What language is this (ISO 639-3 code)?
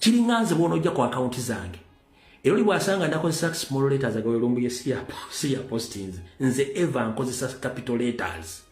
lug